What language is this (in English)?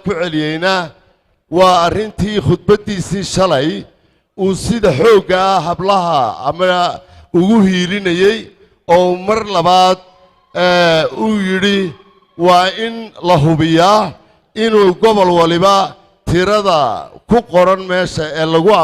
Somali